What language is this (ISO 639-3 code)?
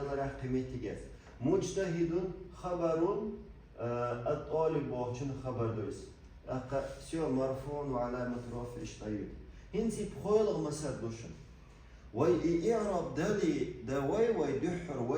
che